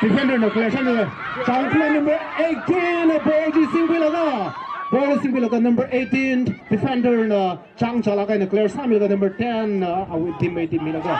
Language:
Tangkhul Naga (India)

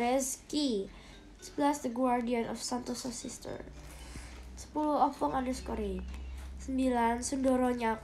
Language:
Indonesian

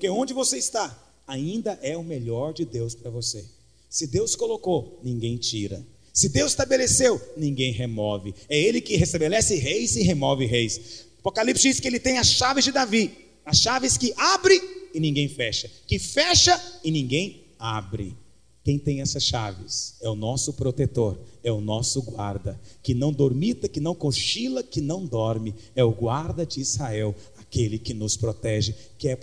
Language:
Portuguese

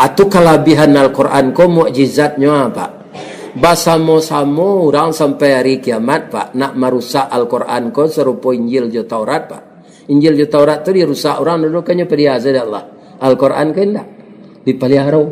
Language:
Minangkabau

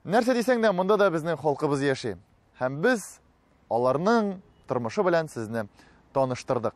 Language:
Tatar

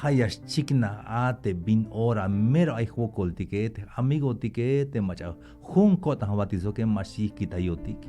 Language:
Tzeltal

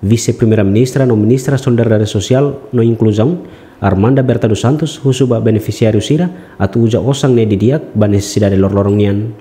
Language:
Tetum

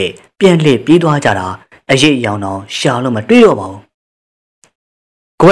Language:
Burmese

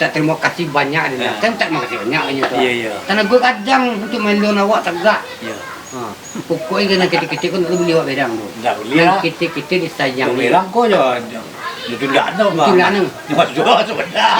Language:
Minangkabau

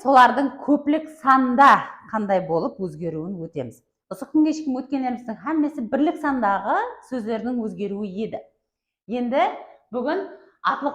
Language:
Kara-Kalpak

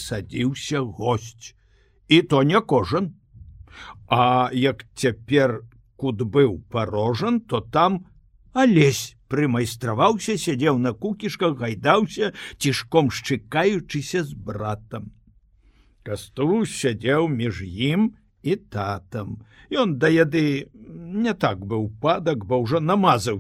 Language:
Belarusian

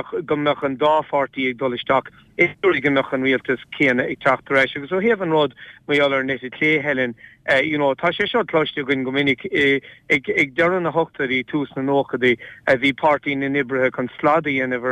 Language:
Irish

